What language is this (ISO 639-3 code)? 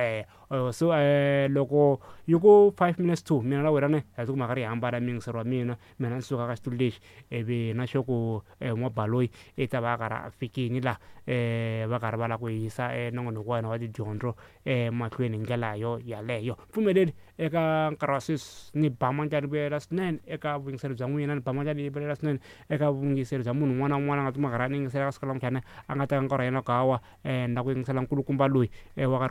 tso